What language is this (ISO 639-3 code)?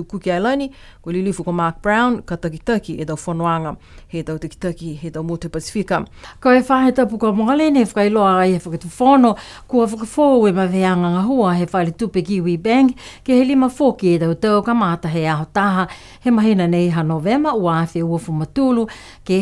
niu